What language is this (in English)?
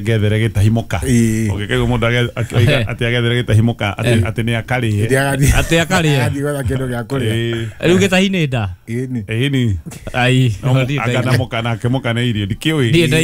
Kikuyu